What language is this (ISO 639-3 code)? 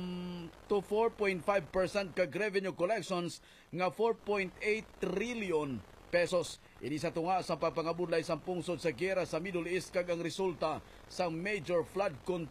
hil